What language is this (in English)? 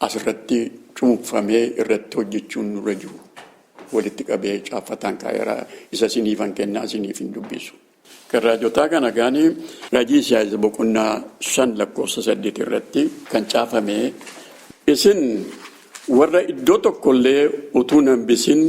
Oromo